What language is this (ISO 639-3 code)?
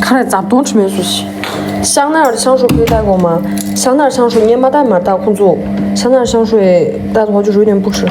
bod